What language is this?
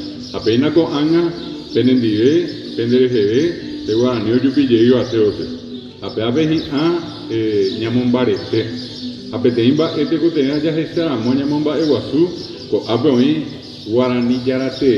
Guarani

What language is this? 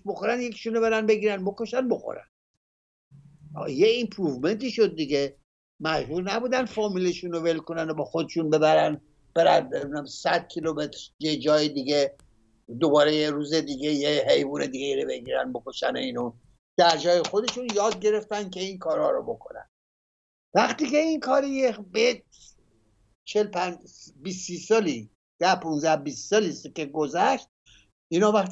Persian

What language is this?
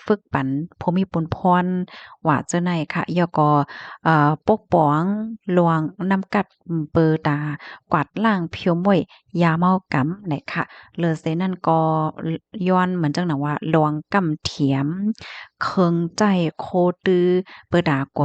Shan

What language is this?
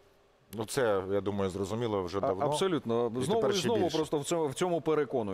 Ukrainian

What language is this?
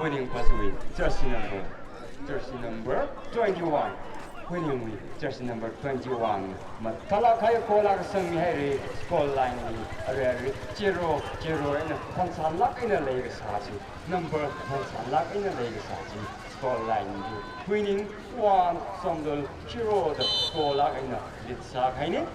Tangkhul Naga (India)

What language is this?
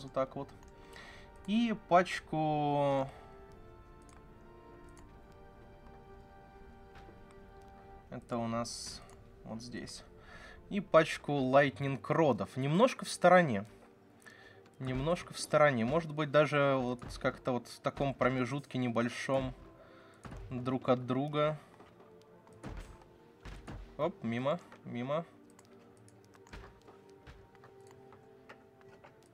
Russian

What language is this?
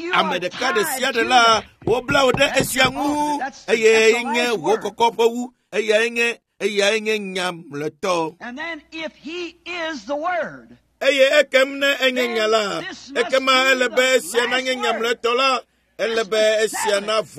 Ewe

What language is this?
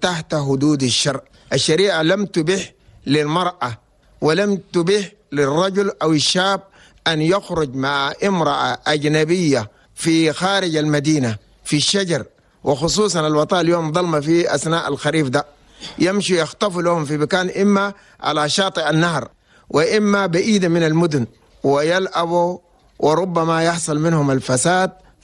Chadian Arabic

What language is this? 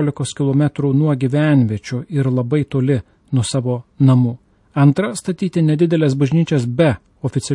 Lithuanian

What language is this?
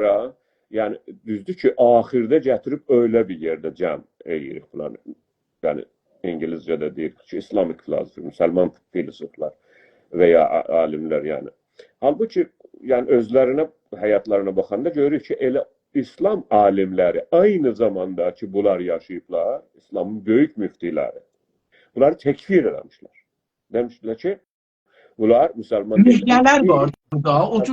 South Azerbaijani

